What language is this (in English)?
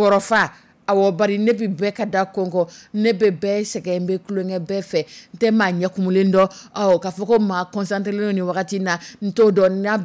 Dyula